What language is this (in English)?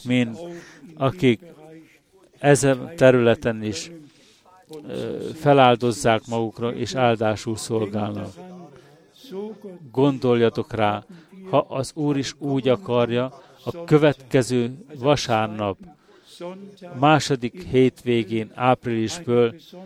Hungarian